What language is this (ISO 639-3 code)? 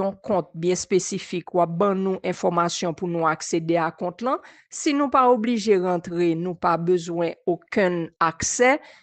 hat